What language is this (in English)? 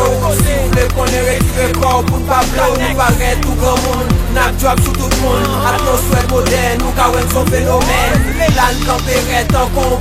Haitian Creole